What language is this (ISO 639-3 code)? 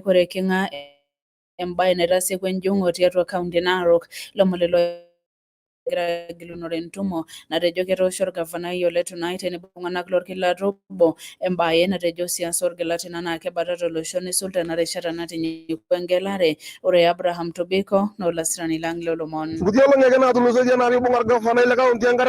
mas